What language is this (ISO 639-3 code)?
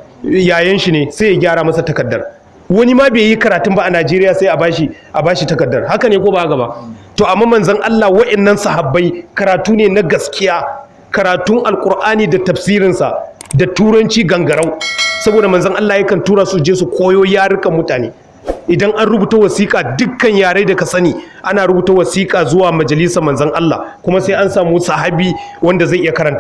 hau